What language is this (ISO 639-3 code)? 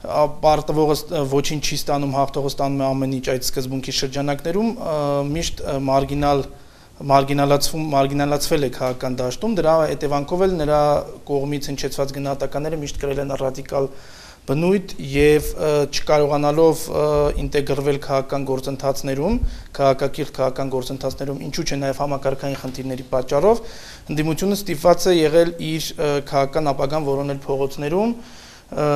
hye